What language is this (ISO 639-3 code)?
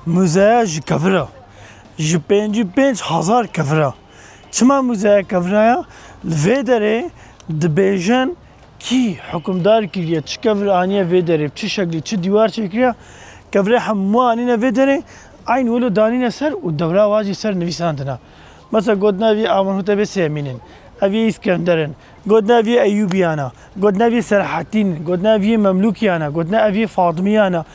kur